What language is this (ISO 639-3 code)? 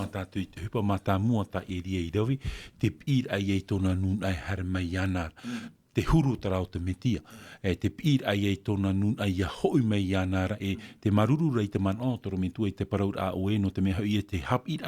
tah